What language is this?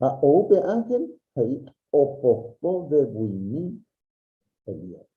Guarani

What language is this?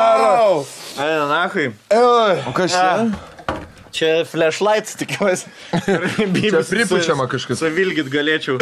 Lithuanian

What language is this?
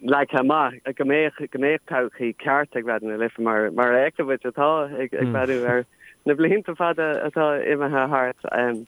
Irish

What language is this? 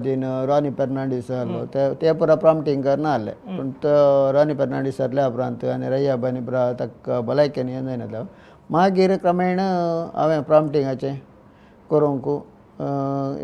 Konkani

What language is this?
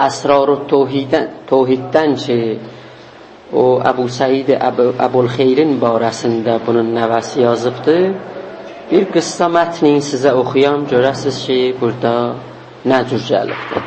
South Azerbaijani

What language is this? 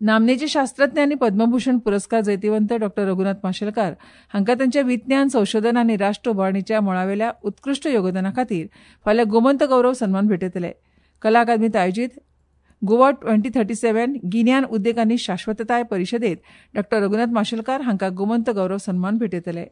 Konkani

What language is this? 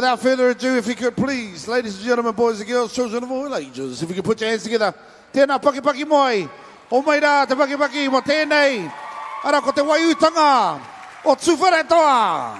Māori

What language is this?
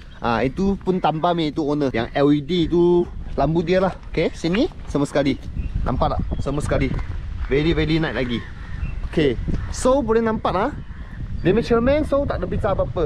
Malay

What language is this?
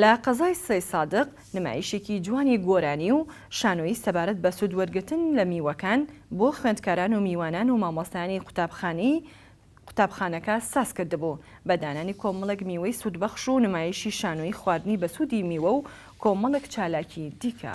Central Kurdish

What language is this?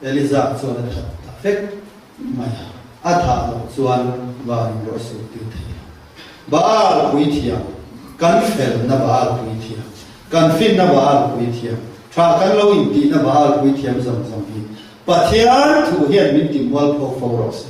Mizo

